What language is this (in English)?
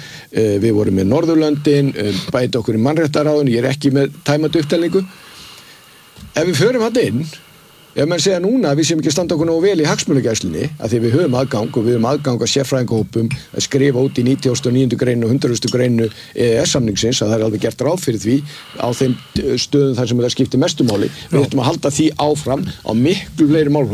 Icelandic